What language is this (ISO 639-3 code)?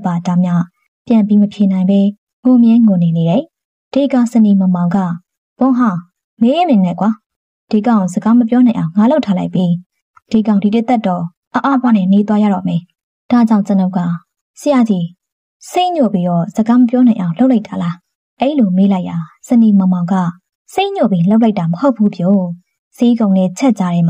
mya